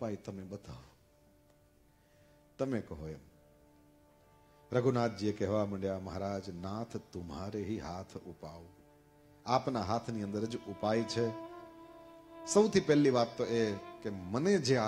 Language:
Gujarati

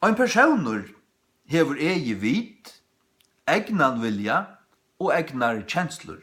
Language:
Faroese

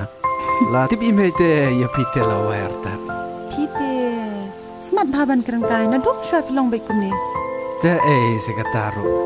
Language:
Khasi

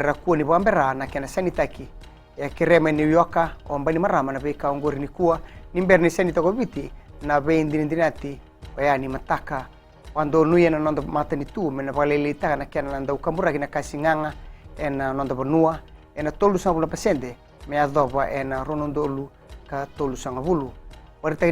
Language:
Fijian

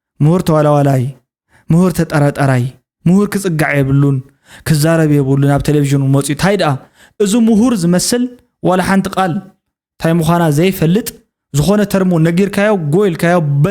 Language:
Tigrinya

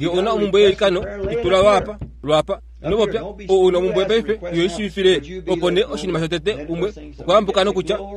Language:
Kuanyama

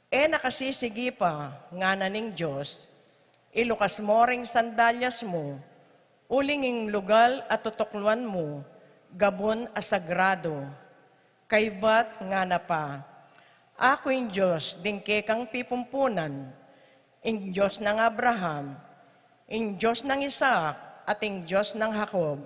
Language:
Pampanga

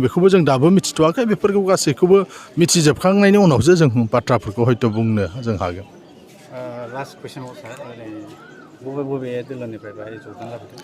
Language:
Bodo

